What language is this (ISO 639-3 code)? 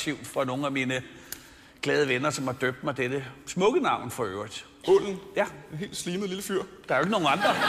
dan